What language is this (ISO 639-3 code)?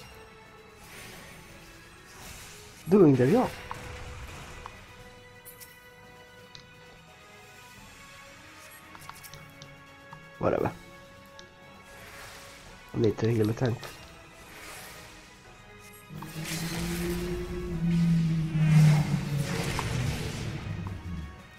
eng